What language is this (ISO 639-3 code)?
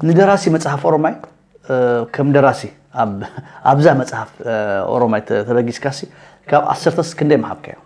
tir